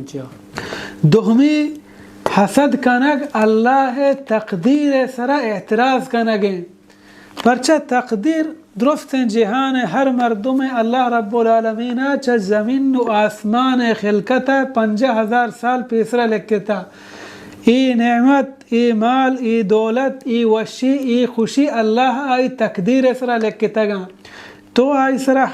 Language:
Baluchi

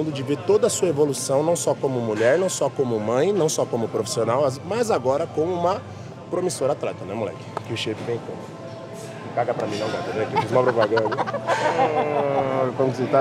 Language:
Portuguese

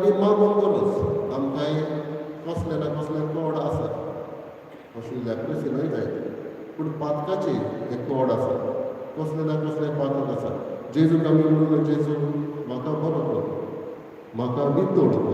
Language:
Konkani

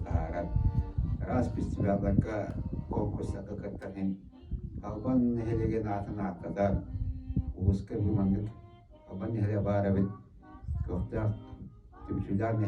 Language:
Yakut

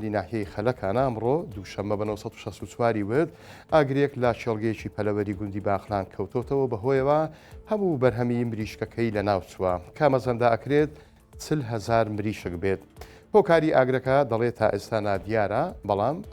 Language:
Central Kurdish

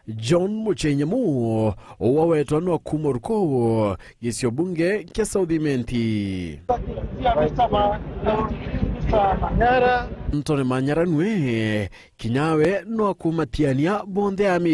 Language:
Meru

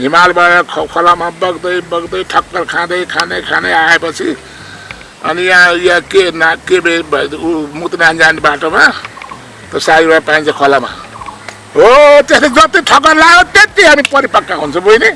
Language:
Nepali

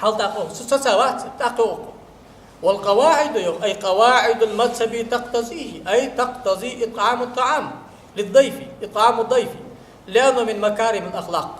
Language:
Ingush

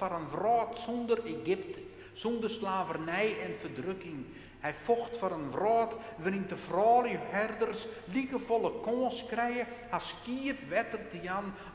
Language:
Western Frisian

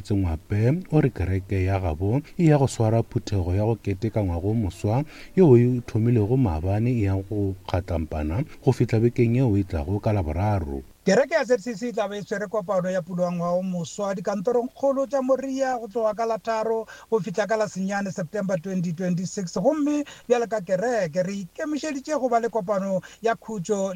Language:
Northern Sotho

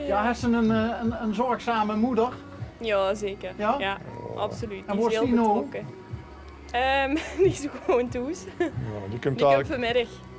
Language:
Limburgish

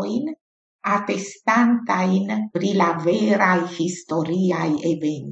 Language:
Esperanto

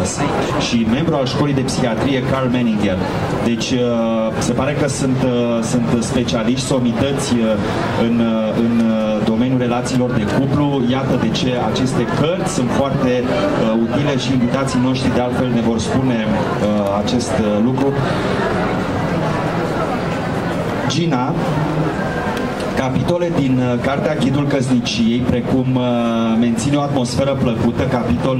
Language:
Romanian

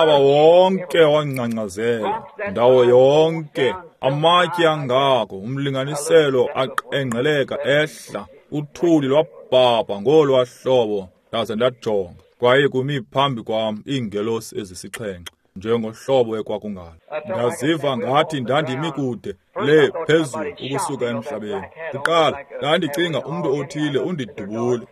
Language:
Xhosa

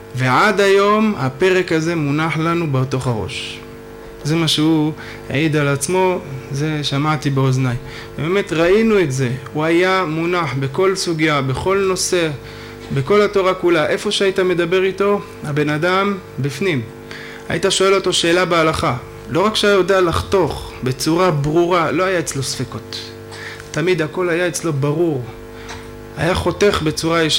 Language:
Hebrew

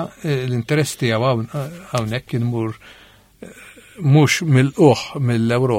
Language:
Maltese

